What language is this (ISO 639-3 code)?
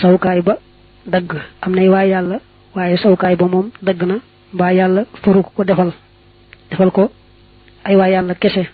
wol